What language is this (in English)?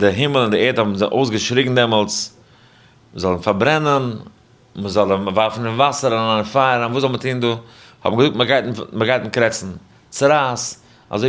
Yiddish